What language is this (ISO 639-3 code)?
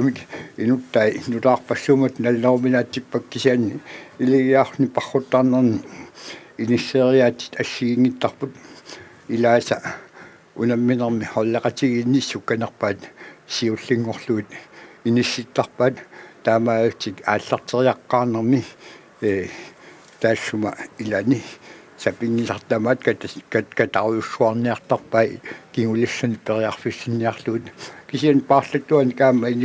kal